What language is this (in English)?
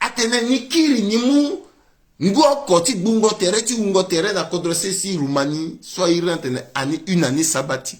Sango